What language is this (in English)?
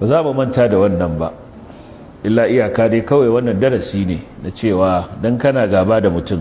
Hausa